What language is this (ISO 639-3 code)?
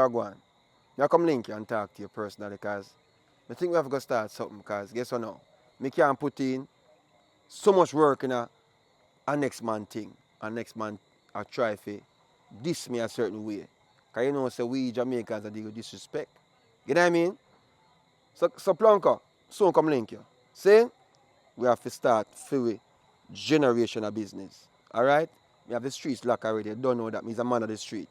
jam